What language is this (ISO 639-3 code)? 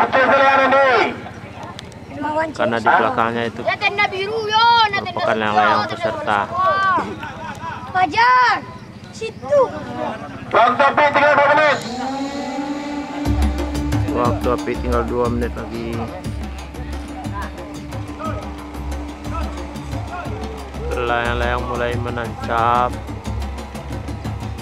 ind